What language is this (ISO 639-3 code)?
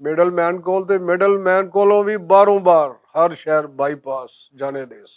lah